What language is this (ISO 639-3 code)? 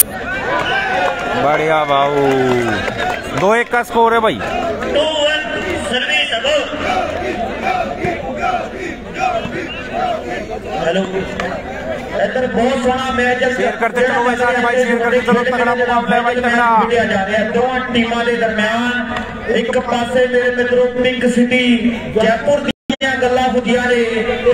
hin